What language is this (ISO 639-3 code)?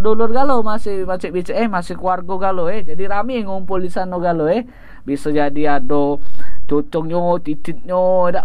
mui